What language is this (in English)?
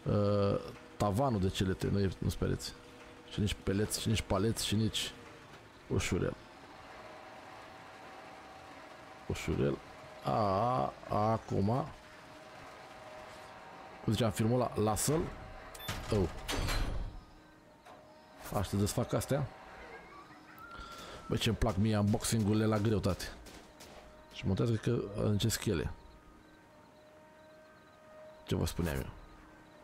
Romanian